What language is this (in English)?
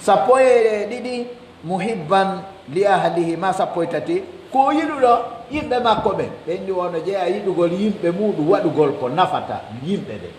Pular